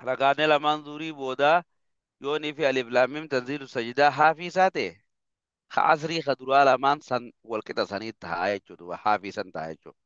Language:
Oromo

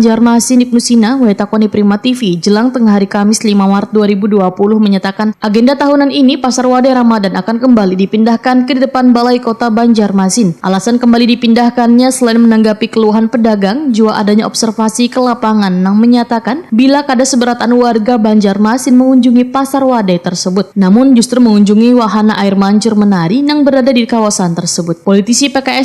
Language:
Banjar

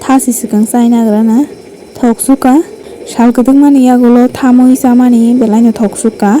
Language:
Kok Borok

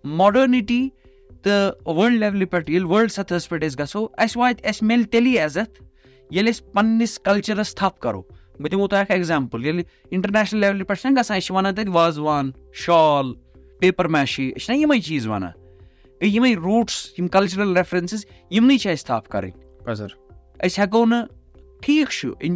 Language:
Kashmiri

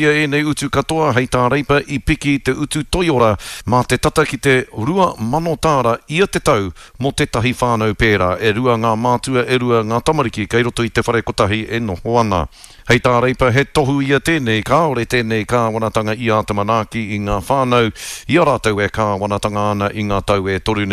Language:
Māori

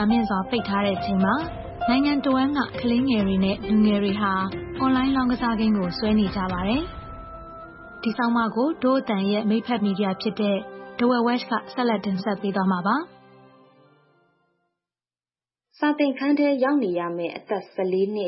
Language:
Burmese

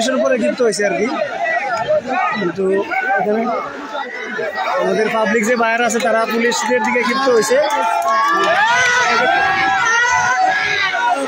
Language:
Bangla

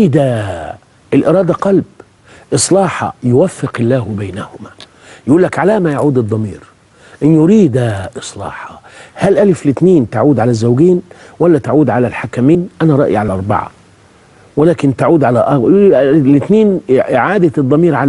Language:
Egyptian Arabic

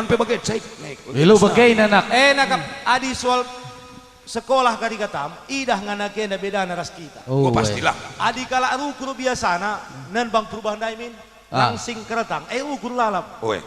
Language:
Batak Karo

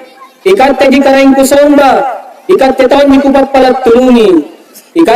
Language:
Makasar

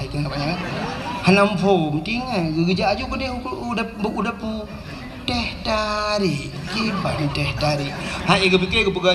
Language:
Achinese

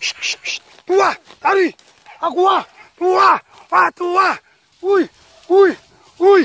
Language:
Minangkabau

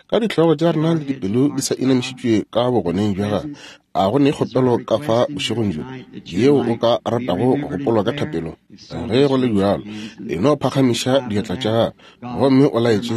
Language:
Northern Sotho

